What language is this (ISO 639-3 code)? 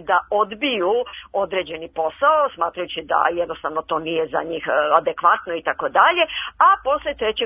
srp